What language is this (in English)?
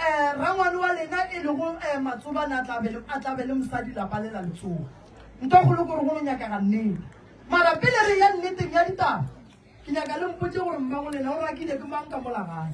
Northern Sotho